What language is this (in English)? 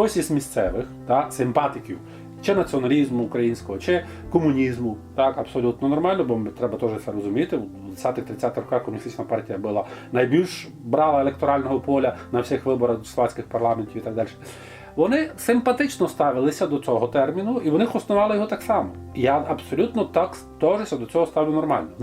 Rusyn